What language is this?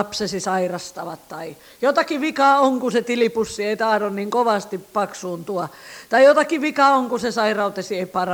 Finnish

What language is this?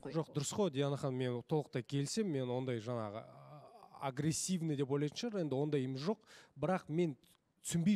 Kazakh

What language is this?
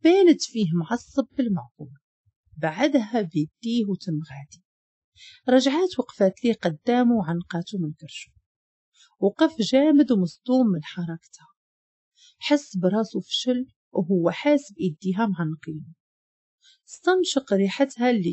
Moroccan Arabic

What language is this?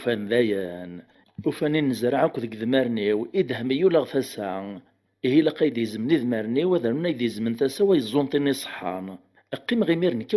Kabyle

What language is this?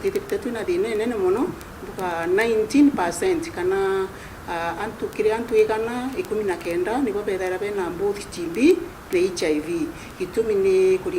Meru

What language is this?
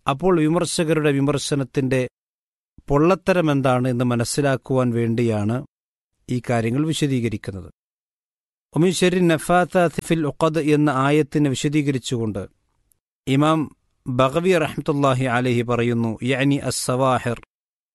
Malayalam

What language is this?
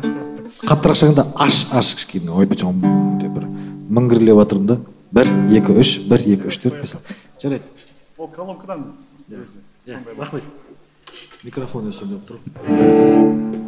Kazakh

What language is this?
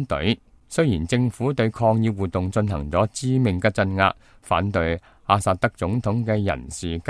Cantonese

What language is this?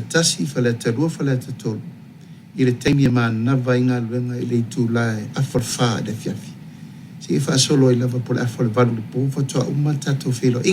Samoan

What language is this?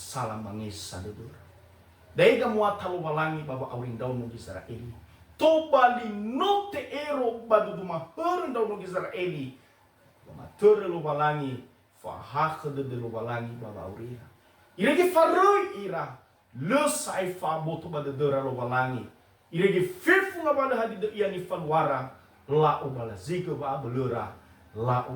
Nias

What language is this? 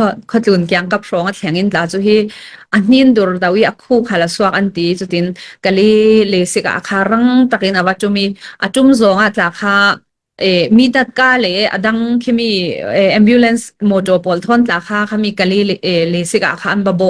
Falam Chin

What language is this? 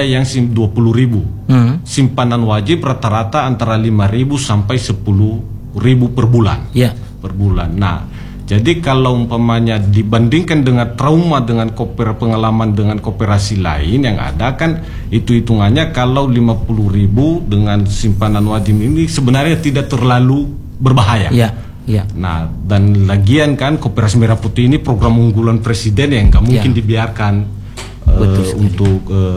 Indonesian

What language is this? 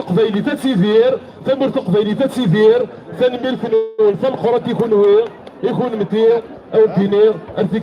Kabyle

